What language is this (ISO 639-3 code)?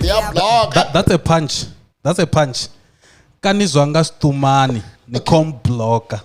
ven